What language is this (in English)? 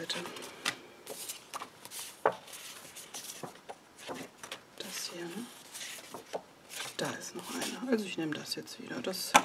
German